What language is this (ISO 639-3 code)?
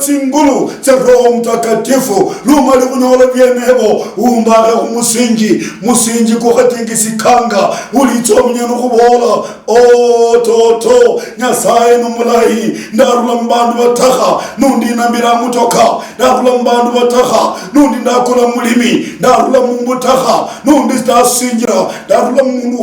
luy